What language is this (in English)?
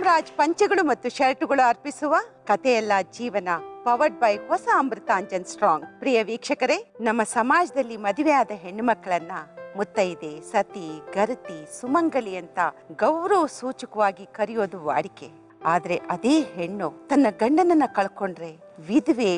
Kannada